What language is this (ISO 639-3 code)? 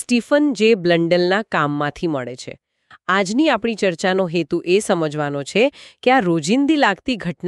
guj